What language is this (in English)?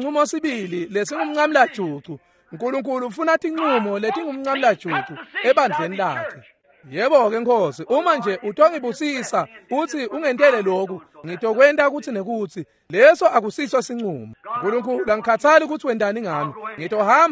Swati